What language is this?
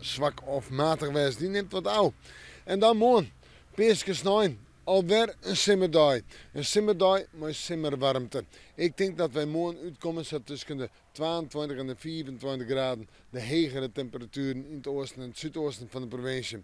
Western Frisian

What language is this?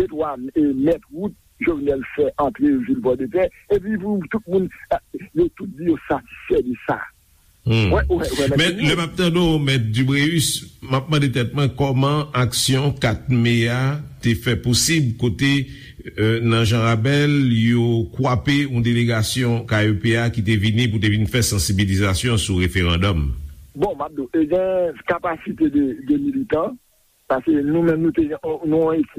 Haitian Creole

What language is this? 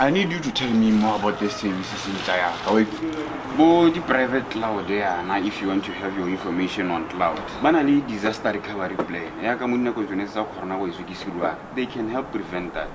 Tswana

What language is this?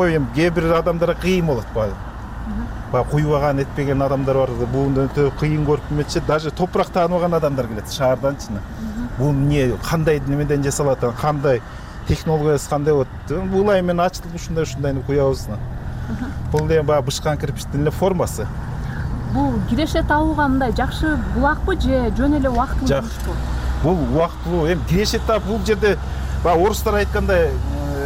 Kyrgyz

